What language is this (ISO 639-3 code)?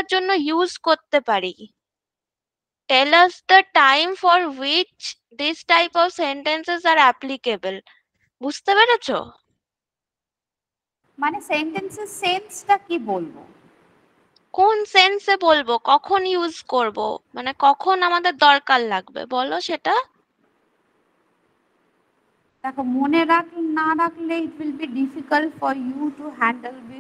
ben